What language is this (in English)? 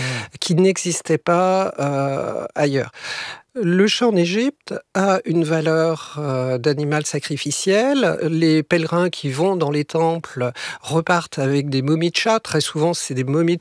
French